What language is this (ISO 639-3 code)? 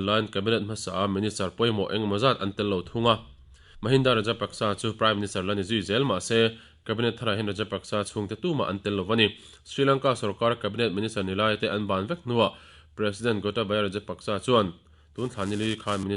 lus